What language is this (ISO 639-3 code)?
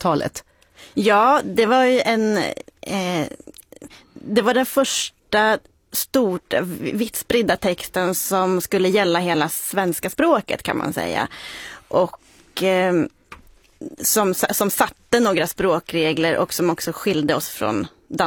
swe